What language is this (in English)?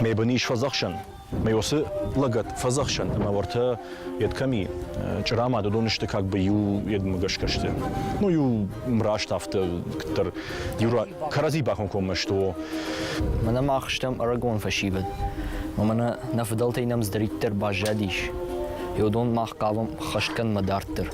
Ossetic